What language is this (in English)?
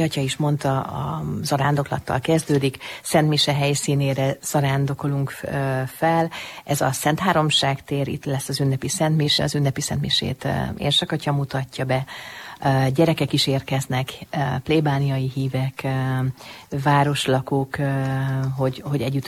Hungarian